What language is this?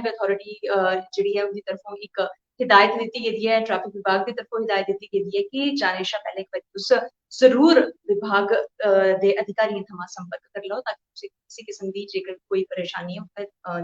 Dogri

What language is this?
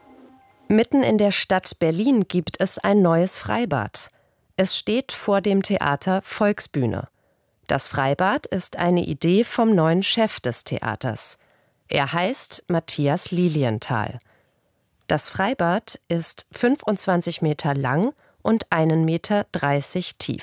German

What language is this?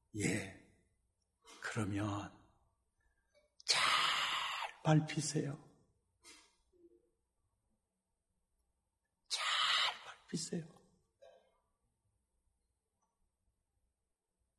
Korean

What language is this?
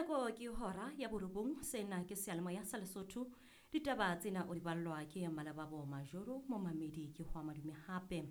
Southern Sotho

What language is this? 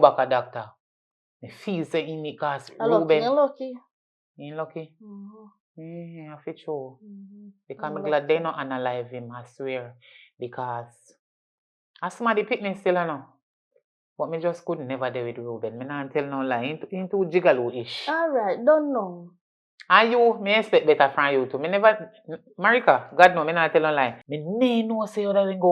Jamaican Creole English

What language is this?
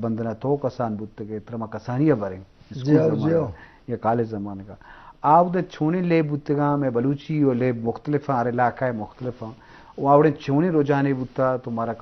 Eastern Balochi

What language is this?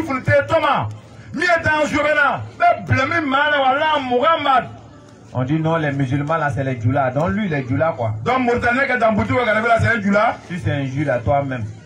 French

